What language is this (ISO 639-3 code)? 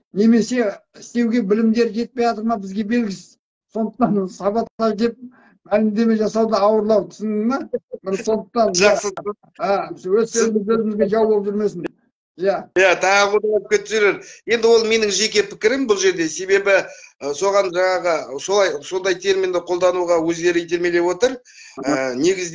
kaz